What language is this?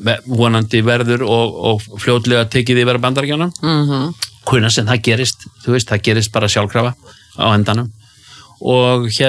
Icelandic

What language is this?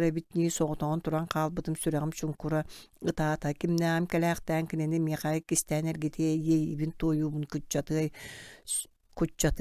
Yakut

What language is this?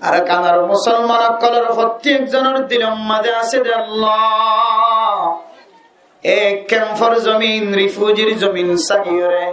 Rohingya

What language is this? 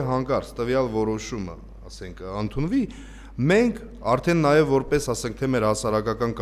Armenian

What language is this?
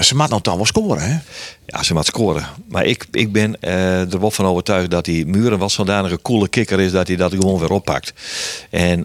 Western Frisian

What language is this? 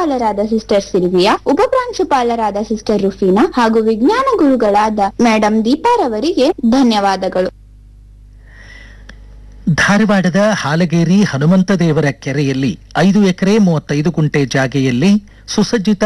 Kannada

